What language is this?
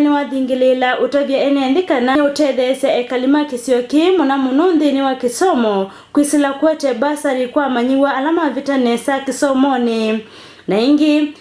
Kamba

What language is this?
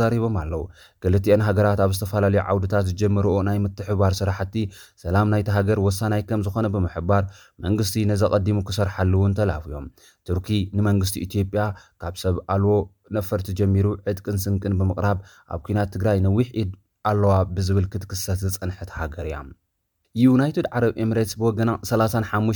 Tigrinya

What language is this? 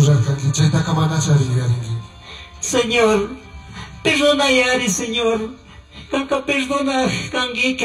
Chimborazo Highland Quichua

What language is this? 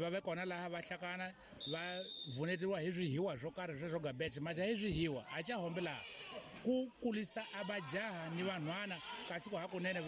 Tsonga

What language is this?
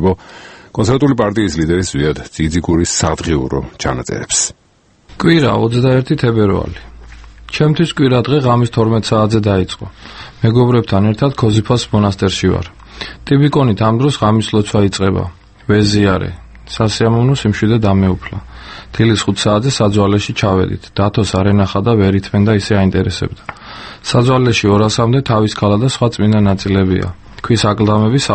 Georgian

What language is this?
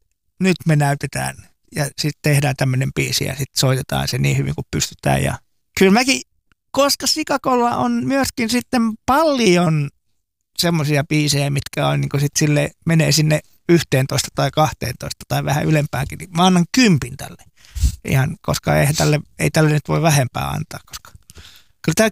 Finnish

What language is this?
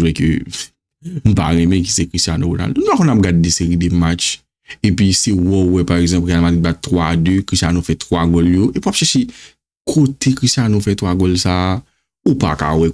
Haitian Creole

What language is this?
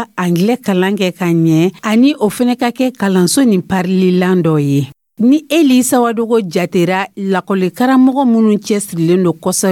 Dyula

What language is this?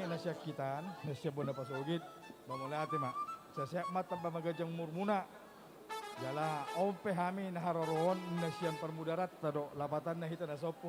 Batak Simalungun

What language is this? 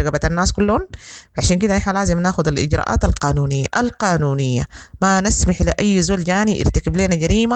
Sudanese Arabic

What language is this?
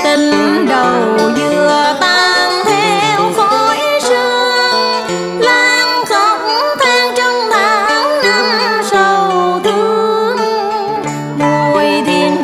Vietnamese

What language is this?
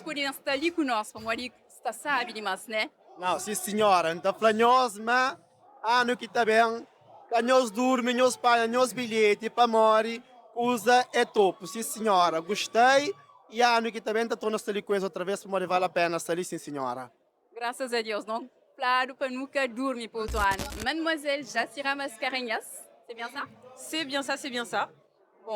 Kabuverdianu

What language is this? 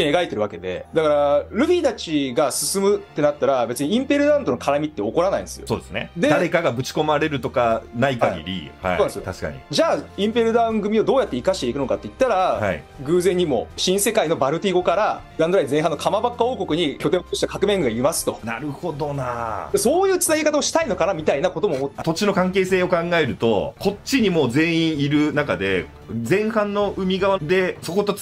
Japanese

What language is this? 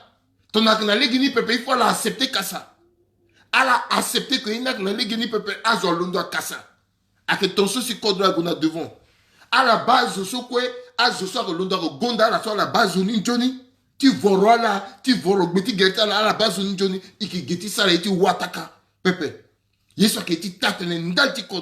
Sango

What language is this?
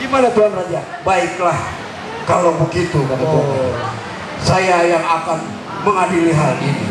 Betawi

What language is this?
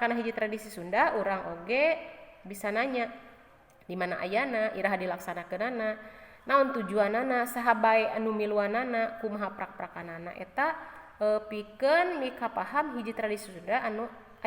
Sundanese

